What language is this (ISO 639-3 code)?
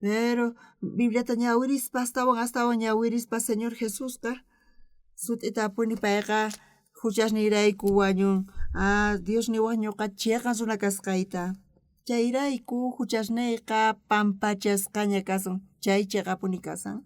quh